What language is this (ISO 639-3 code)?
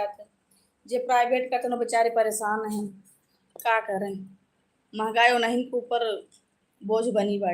awa